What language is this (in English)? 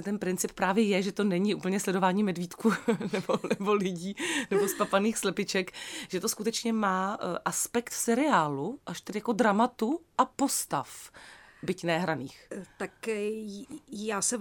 Czech